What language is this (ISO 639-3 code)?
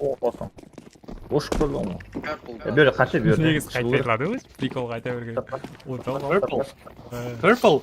kaa